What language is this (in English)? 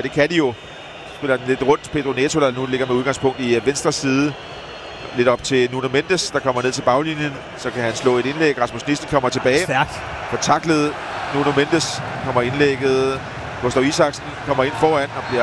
Danish